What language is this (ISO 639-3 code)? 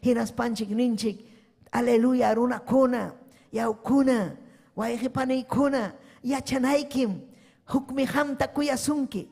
quy